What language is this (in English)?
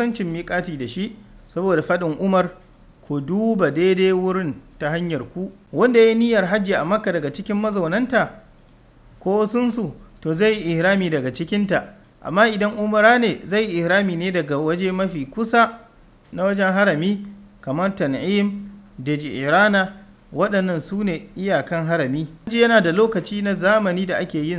Hausa